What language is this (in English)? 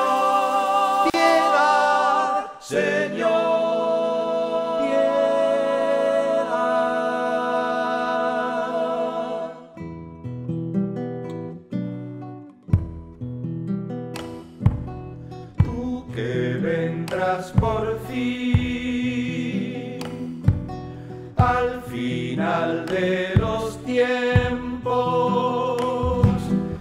Spanish